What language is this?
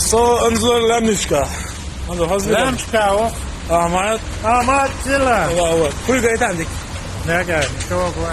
Chechen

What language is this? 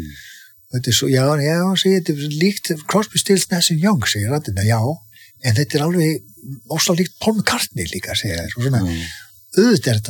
Icelandic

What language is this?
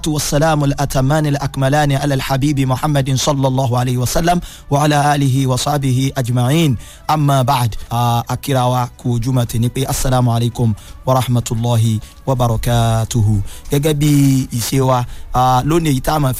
Yoruba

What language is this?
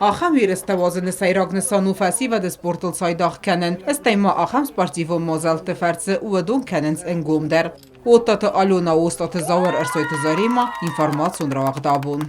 Ossetic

